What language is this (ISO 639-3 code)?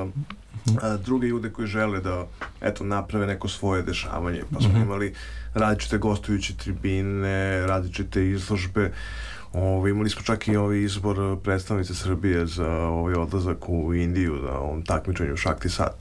srp